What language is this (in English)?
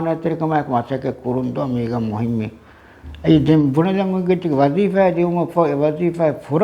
Divehi